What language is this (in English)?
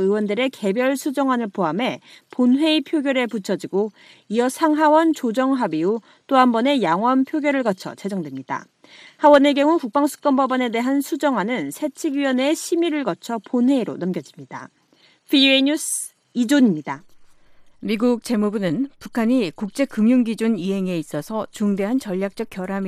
Korean